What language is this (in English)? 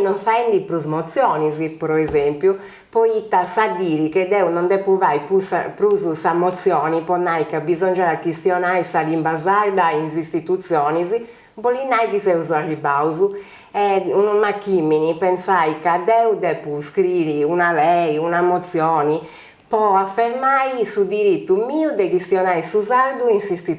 Sardinian